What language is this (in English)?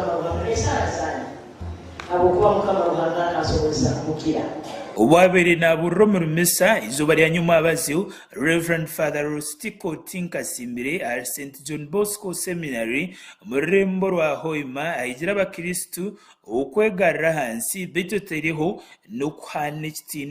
Nyankole